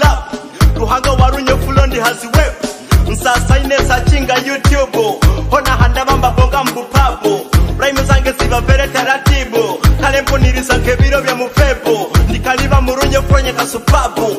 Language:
Nyoro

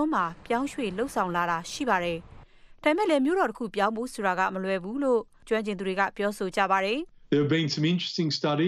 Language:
Burmese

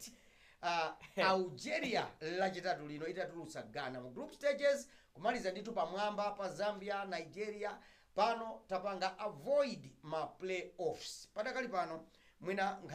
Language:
Nyanja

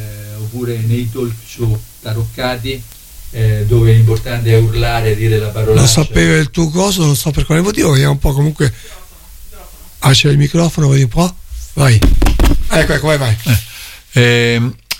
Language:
Italian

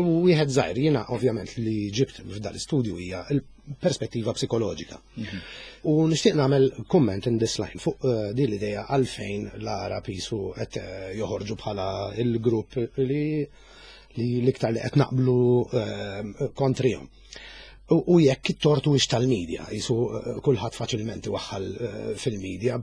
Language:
Maltese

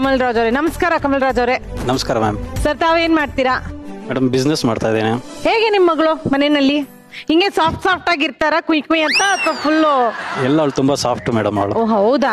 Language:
Kannada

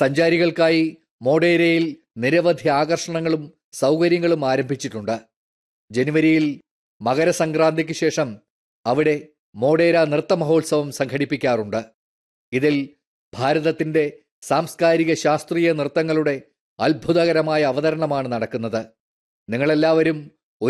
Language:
Malayalam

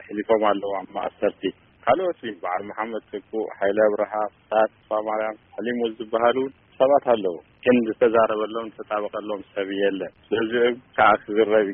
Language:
Tigrinya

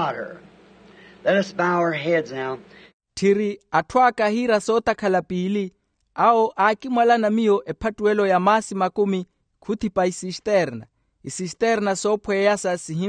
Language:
Makhuwa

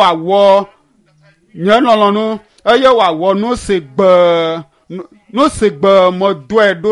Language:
Ewe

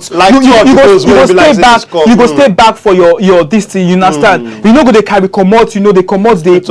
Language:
Nigerian Pidgin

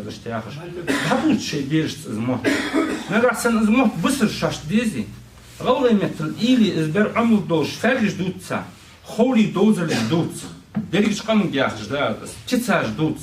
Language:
Ingush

